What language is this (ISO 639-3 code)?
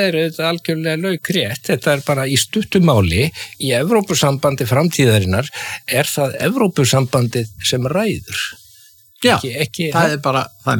isl